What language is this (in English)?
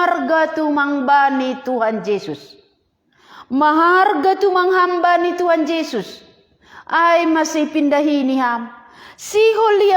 Batak Simalungun